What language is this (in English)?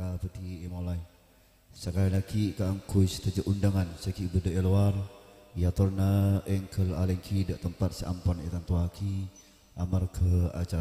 Madurese